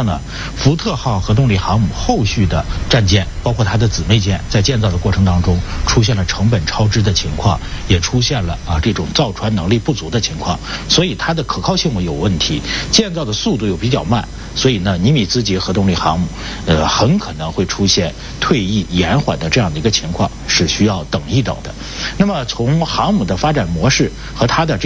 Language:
Chinese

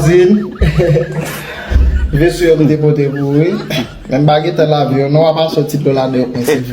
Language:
Haitian Creole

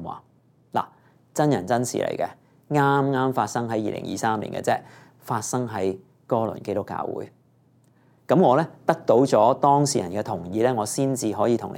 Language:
Cantonese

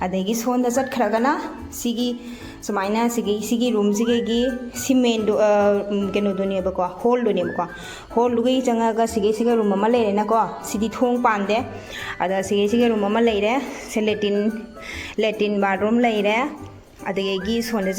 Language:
Manipuri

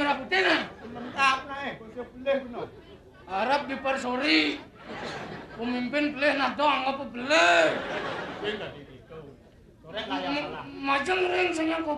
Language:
Balinese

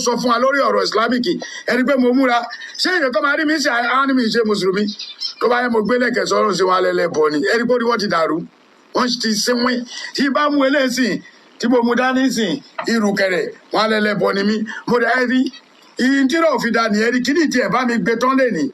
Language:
Yoruba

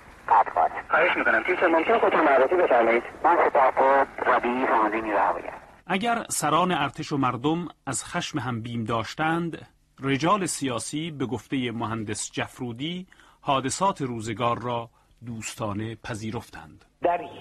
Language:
Persian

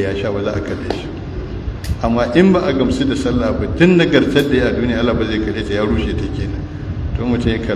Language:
Hausa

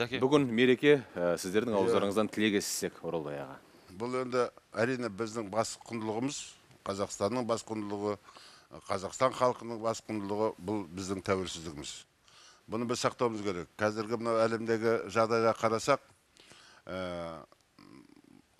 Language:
Kazakh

